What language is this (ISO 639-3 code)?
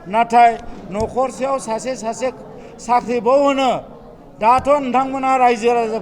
brx